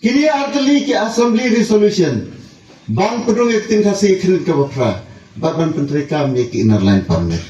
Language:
Khasi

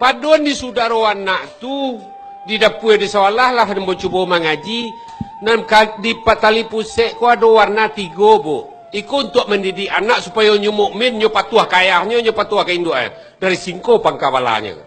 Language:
Minangkabau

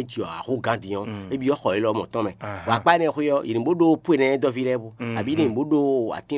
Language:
Fon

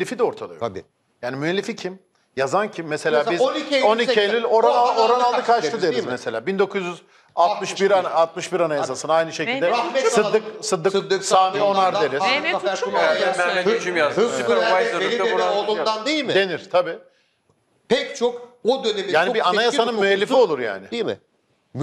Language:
Turkish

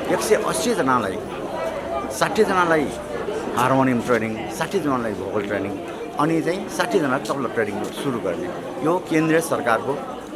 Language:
Newari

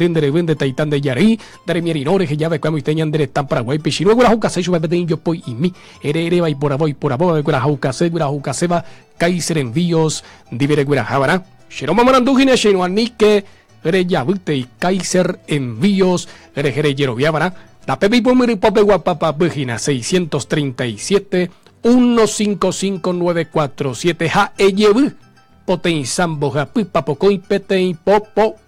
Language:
Guarani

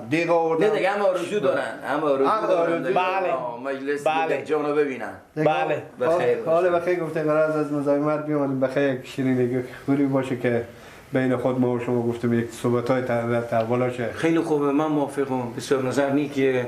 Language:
Persian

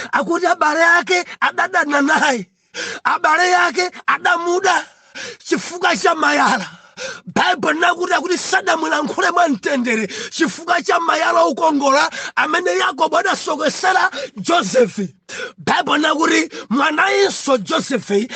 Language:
Nyanja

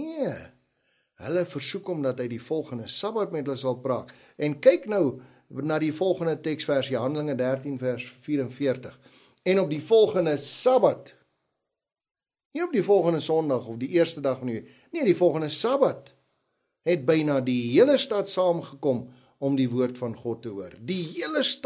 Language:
Afrikaans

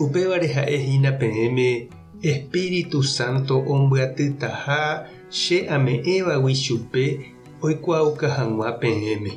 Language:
Guarani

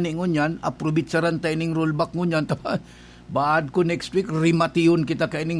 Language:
Bikol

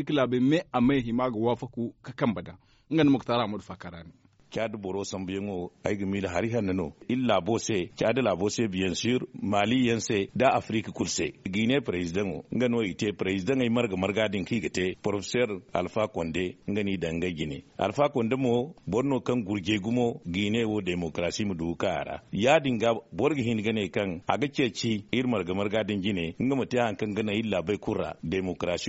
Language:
Zarma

